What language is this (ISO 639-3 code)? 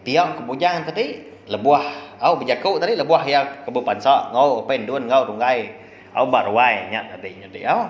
iba